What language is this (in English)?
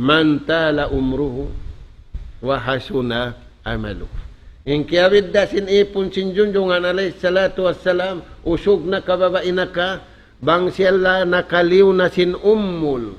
Tausug